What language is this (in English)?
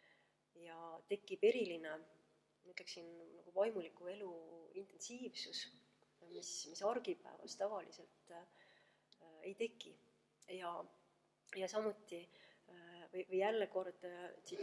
Estonian